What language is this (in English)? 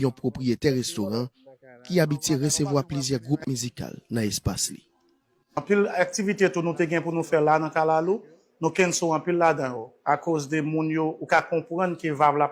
Haitian Creole